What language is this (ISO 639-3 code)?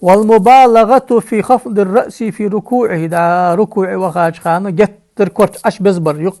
inh